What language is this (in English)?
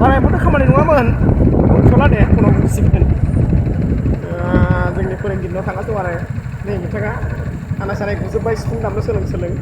Bodo